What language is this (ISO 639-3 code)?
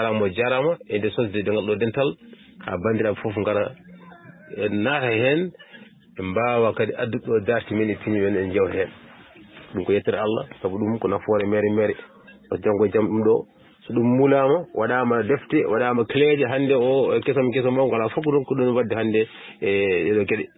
ful